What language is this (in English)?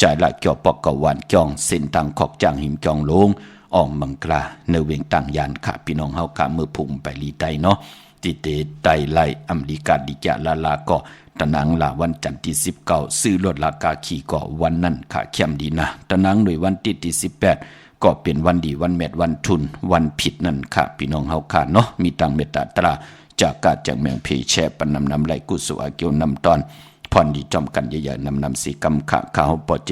Shan